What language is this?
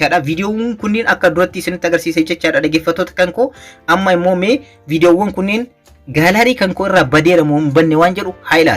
Oromo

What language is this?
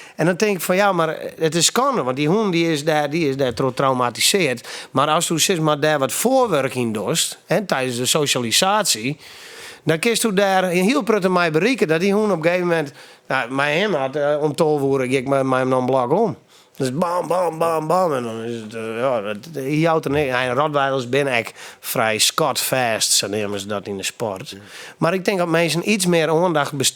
Western Frisian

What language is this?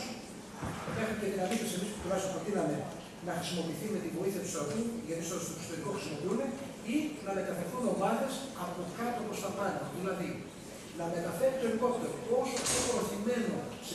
Greek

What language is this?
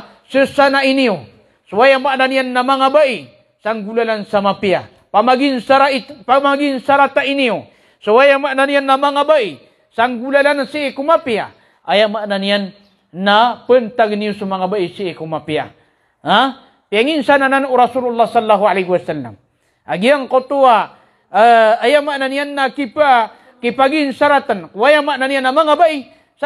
Maranao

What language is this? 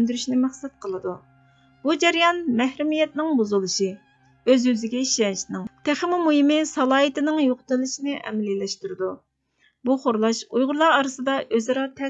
Uyghur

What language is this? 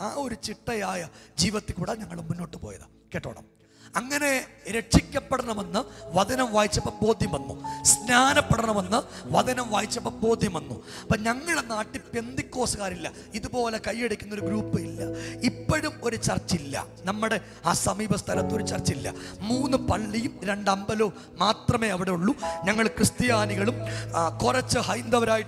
Malayalam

